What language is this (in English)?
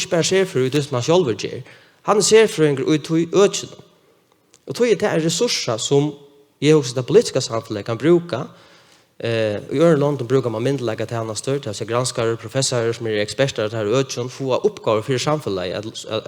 Faroese